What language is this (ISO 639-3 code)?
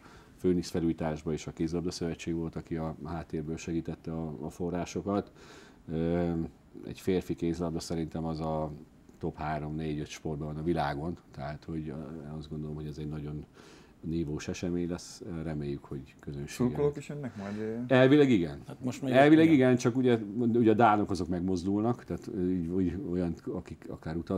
hun